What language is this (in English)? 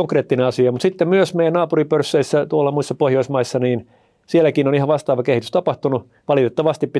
Finnish